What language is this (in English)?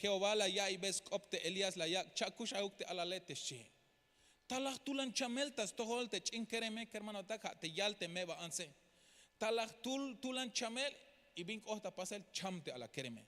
Tzeltal